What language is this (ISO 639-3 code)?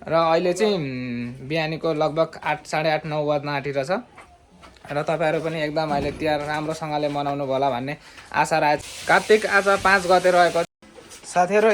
nep